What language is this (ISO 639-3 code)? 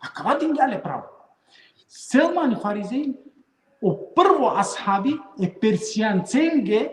rmn